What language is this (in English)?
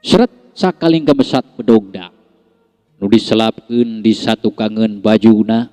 Sundanese